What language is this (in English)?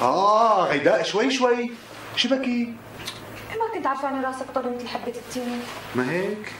North Levantine Arabic